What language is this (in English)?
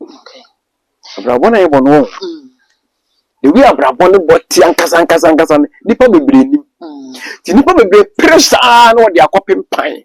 Akan